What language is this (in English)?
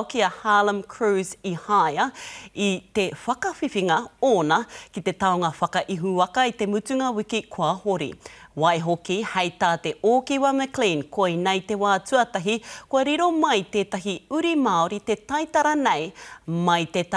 Māori